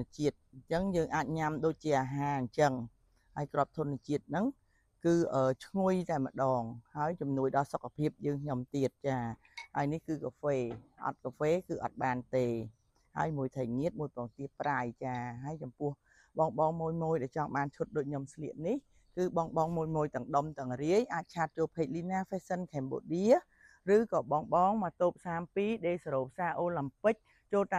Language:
Khmer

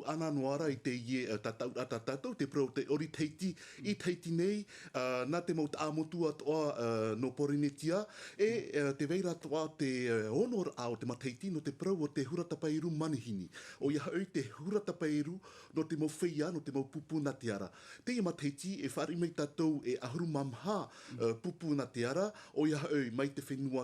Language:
Tahitian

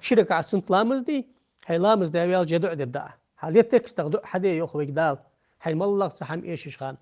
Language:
Ingush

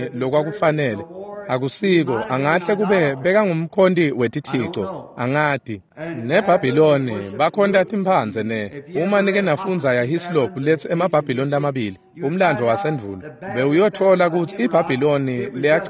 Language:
Swati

